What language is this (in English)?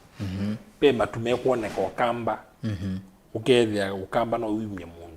Kamba